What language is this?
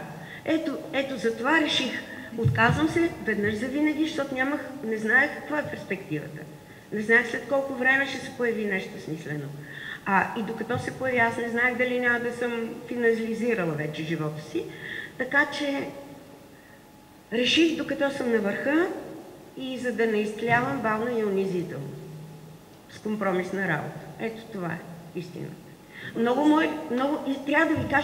Bulgarian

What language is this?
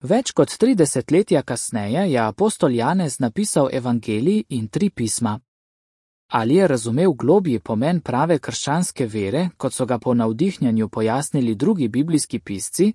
Slovenian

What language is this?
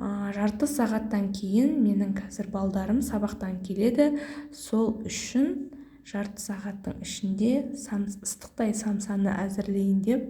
Kazakh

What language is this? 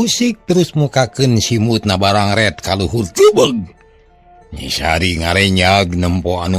Sundanese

